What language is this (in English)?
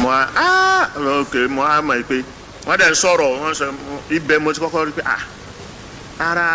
Yoruba